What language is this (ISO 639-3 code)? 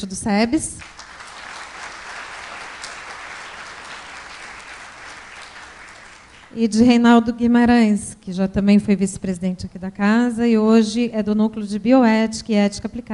por